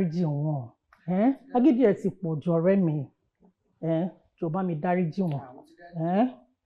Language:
Yoruba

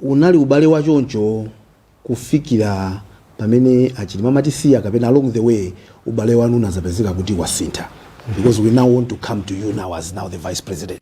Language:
Nyanja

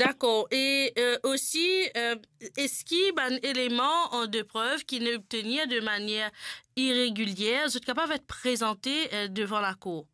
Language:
Morisyen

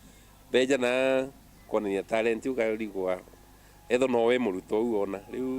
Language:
Meru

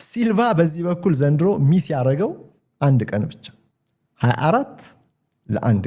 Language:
Amharic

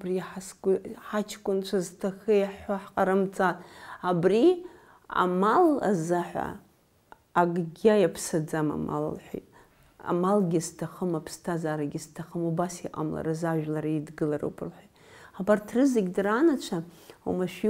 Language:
Abkhazian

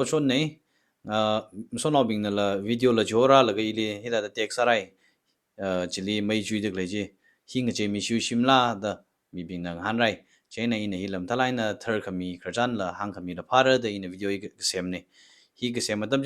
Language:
Tangkhul Naga (India)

